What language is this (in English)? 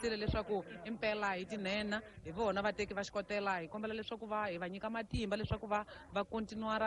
Tsonga